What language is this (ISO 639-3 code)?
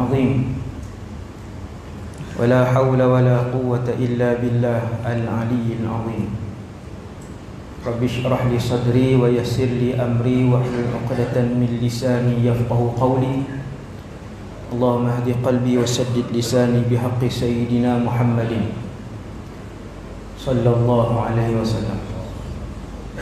msa